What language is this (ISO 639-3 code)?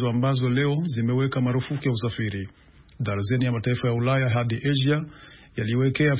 swa